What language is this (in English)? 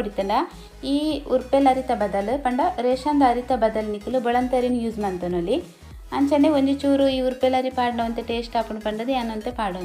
Tulu